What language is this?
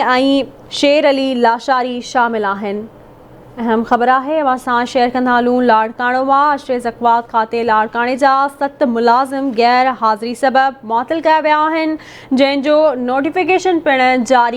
Sindhi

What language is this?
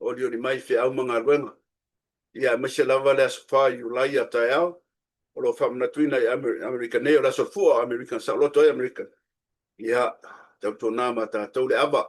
Samoan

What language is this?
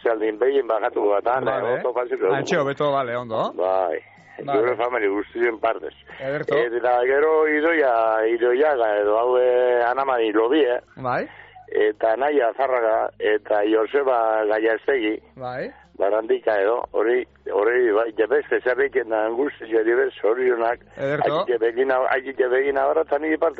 Basque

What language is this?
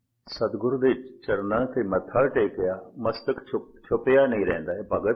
Punjabi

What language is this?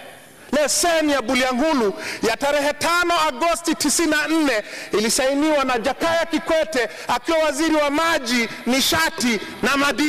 Swahili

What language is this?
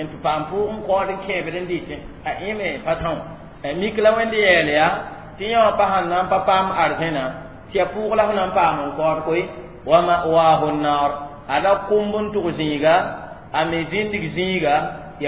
Mossi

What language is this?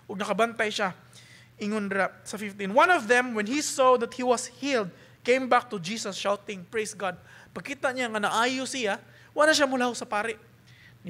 Cebuano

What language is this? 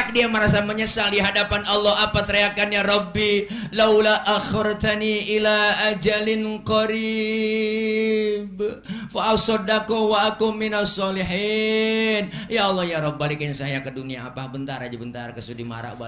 Betawi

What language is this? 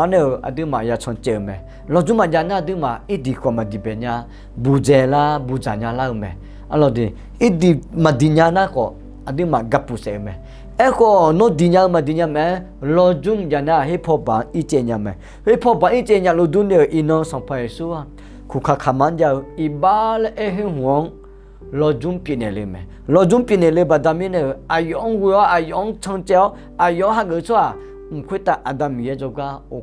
Akha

